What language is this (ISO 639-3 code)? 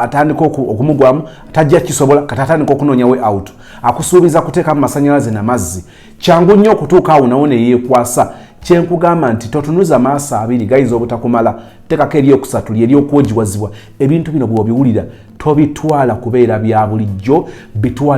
lug